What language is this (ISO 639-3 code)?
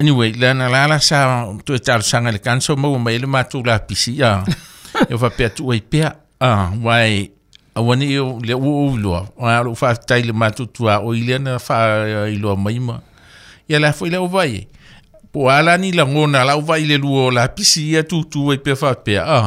smo